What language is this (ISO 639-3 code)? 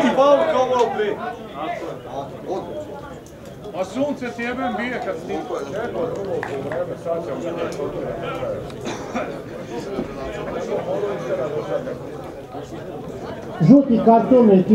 hrv